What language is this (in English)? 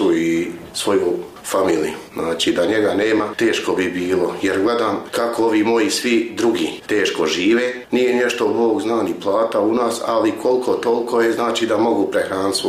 Bosnian